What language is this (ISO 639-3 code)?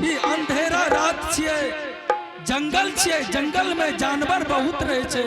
anp